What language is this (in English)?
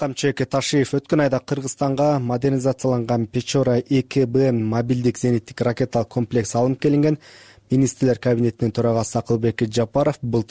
Kyrgyz